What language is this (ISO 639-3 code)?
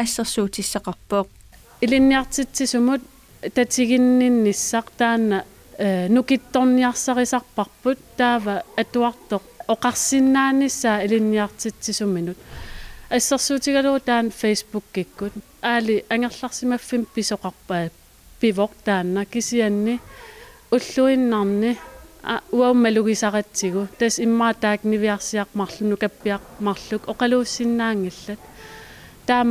kal